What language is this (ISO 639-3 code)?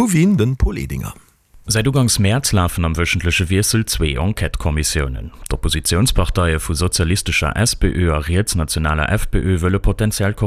ltz